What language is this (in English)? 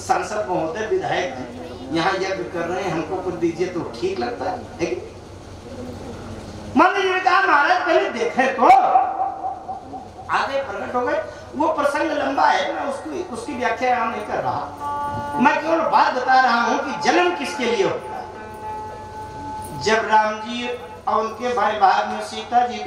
Hindi